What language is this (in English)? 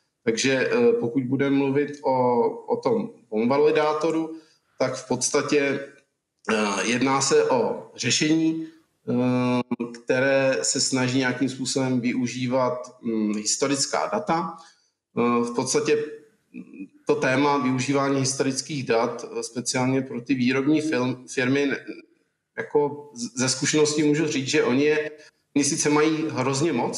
Czech